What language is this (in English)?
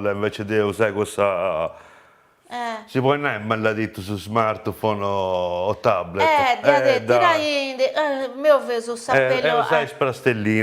Sardinian